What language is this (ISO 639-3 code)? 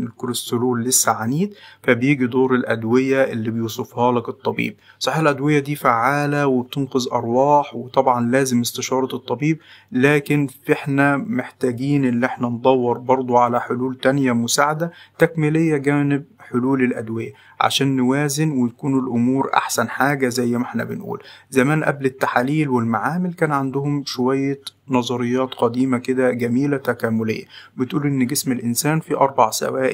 arz